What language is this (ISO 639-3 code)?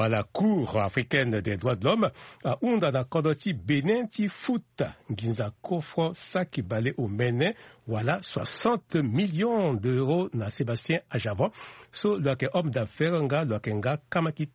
sag